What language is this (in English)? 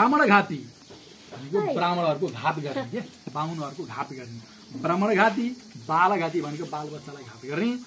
Nepali